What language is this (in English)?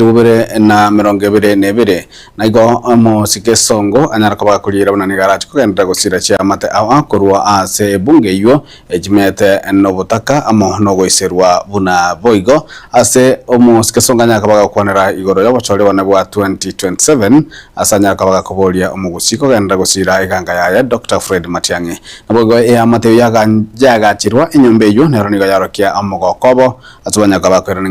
Gusii